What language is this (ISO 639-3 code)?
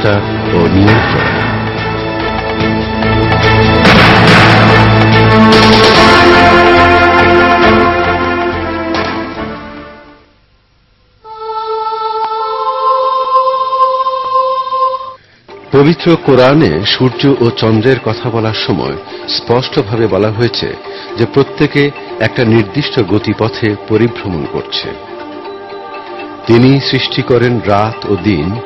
ben